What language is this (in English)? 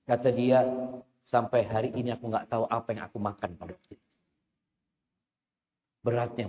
Indonesian